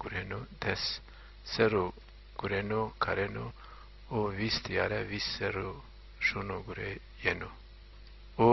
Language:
Zaza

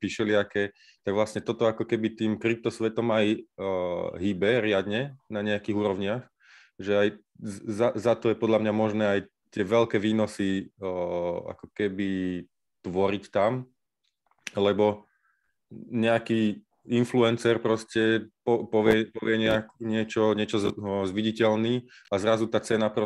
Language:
Slovak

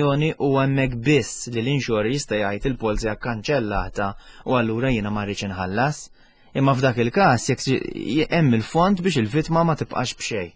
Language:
Maltese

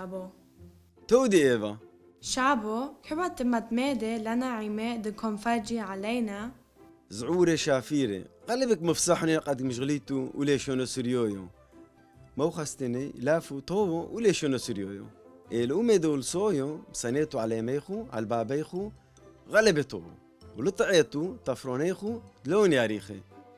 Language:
Turoyo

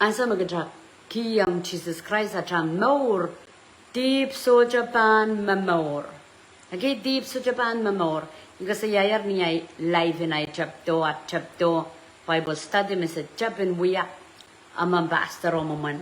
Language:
Pohnpeian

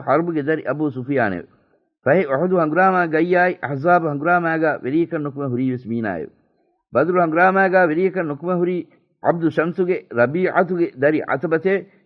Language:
Divehi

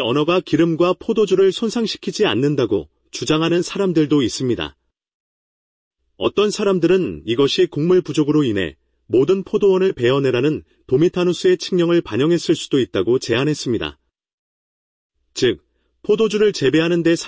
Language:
Korean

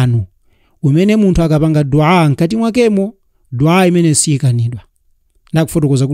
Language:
Nyanja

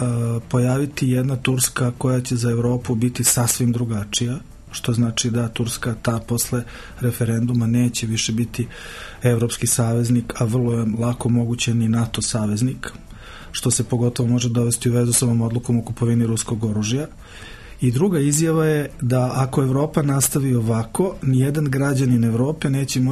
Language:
Serbian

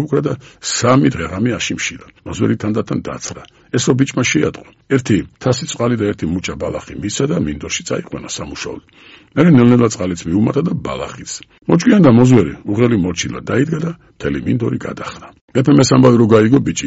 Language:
Georgian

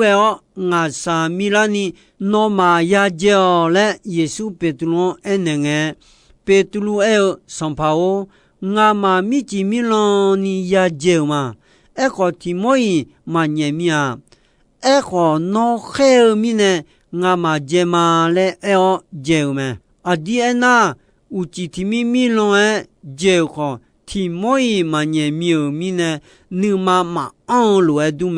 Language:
Akha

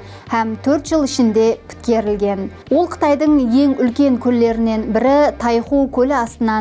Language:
Kara-Kalpak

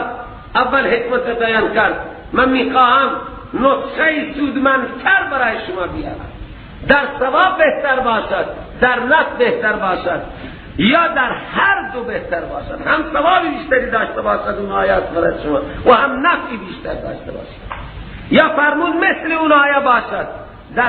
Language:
Persian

